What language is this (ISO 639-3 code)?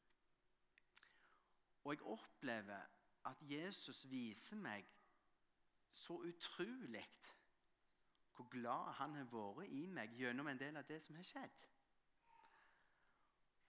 nor